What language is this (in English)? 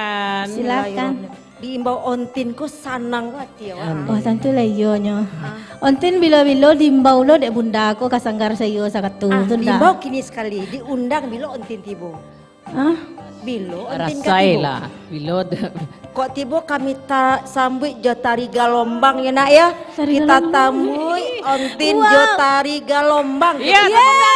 Minangkabau